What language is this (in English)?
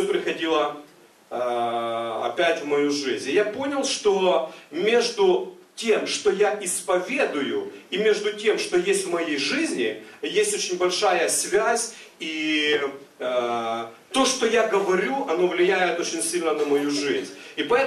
Russian